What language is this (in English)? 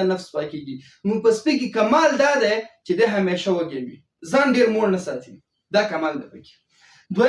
Pashto